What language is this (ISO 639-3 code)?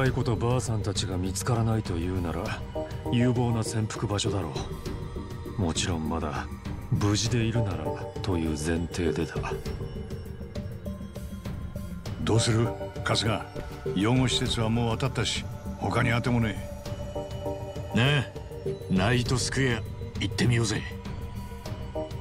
jpn